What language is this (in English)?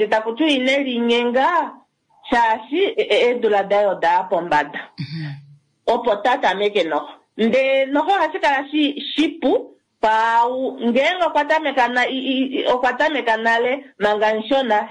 Kuanyama